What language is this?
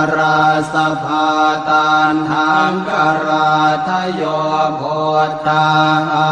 Pali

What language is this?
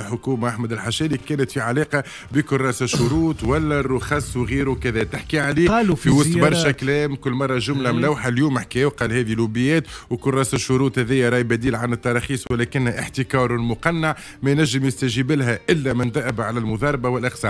Tunisian Arabic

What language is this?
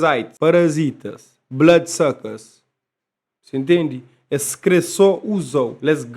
Kabuverdianu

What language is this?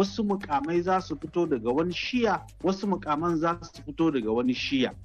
Hausa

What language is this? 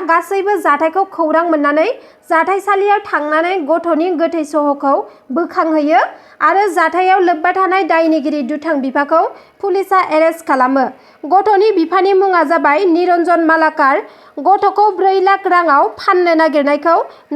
Bodo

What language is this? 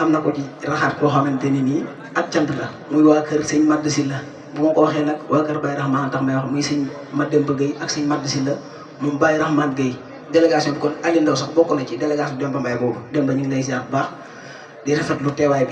Wolof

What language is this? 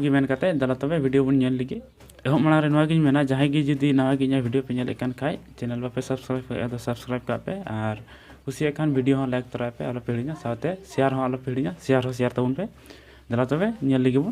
Santali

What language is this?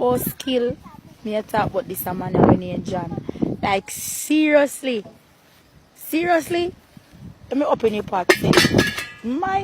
Jamaican Creole English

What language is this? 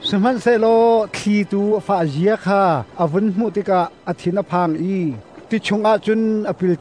Hakha Chin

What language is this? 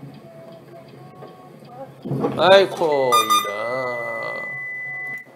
Korean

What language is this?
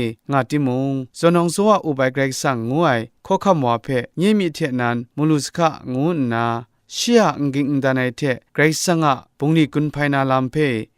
Kachin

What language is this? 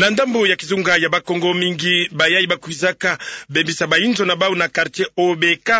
Kituba (Democratic Republic of Congo)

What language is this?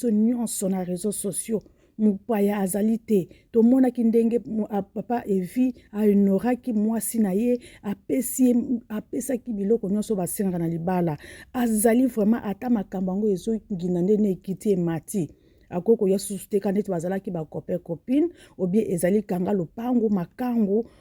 Lingala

